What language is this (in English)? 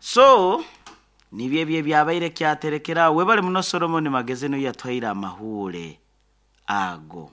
Nyoro